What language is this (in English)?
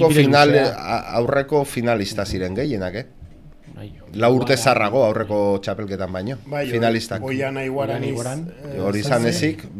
Basque